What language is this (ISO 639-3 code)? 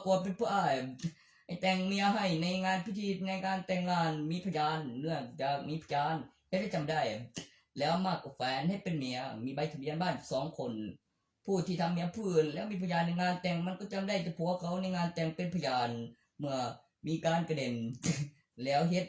tts